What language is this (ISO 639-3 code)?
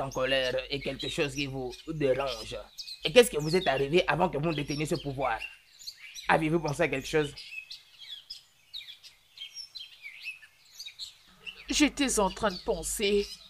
fra